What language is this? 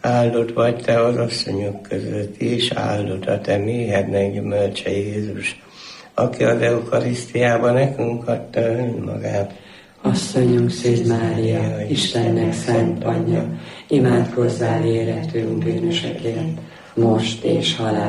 Hungarian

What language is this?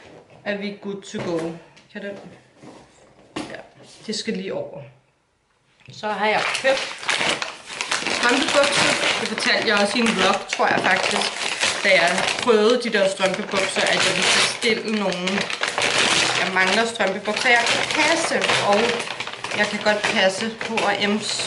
Danish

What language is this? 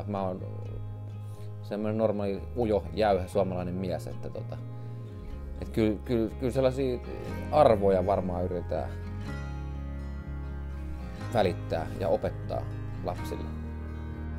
Finnish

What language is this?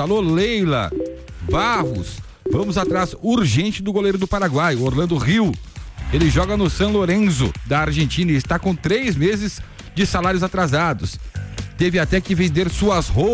Portuguese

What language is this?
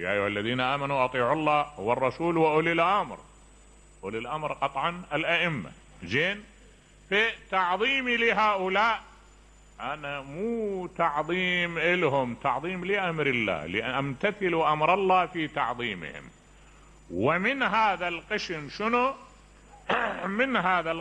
Mesopotamian Arabic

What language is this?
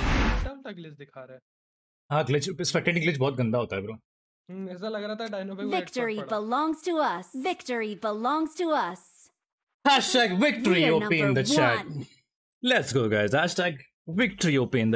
Hindi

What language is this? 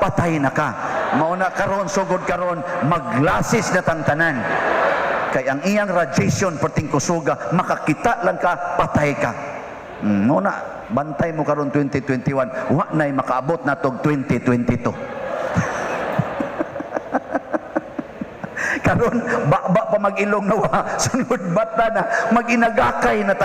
Cebuano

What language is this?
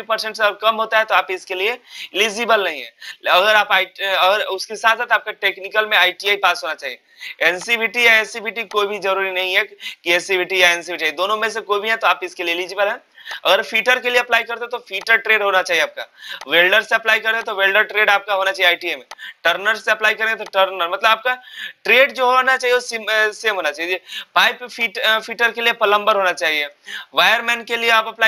Hindi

